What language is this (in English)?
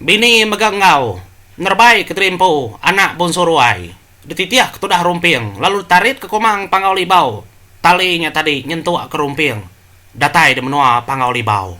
Iban